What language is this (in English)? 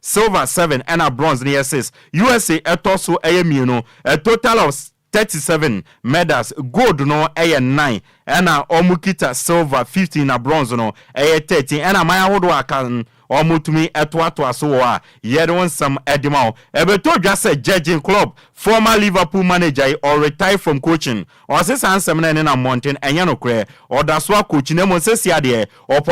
Akan